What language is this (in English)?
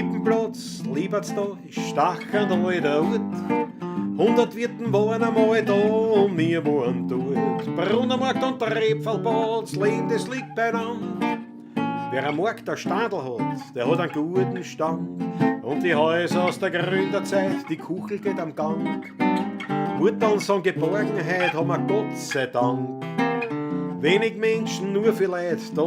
Bavarian